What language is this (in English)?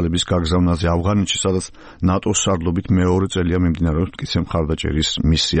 Georgian